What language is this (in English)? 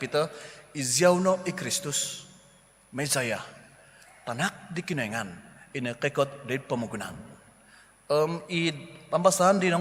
Central Dusun